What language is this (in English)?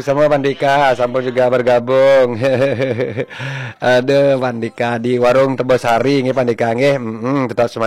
Balinese